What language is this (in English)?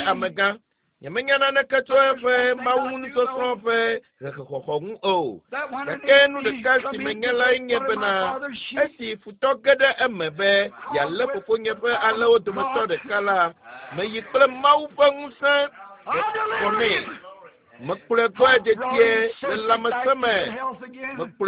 Ewe